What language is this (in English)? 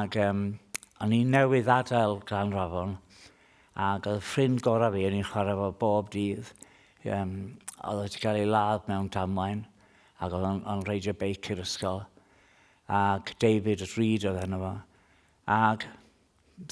Welsh